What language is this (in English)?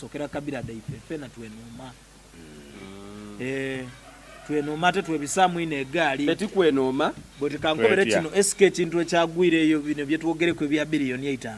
Soga